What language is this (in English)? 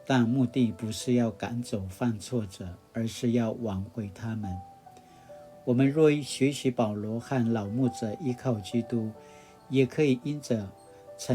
Paiwan